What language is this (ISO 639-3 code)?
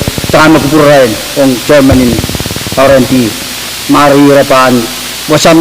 pon